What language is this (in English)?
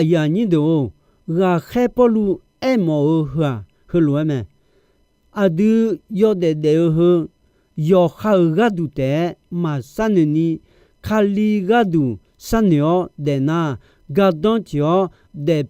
Akha